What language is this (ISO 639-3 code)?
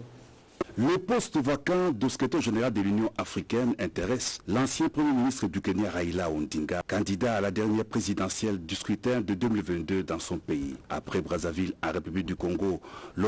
fra